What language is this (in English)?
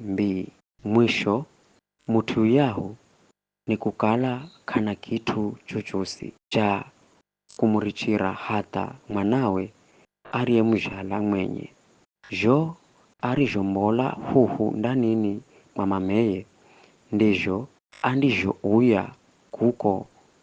Giryama